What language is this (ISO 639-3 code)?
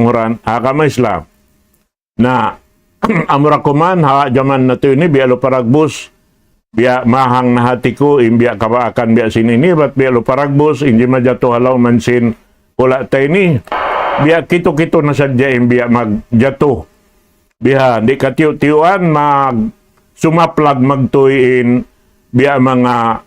tsg